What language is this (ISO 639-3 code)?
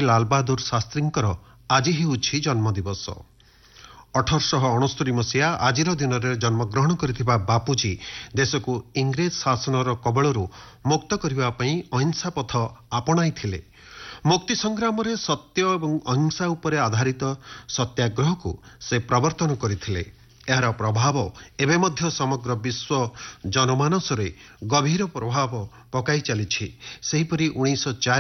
ori